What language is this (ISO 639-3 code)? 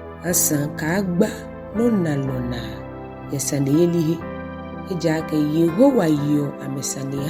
gaa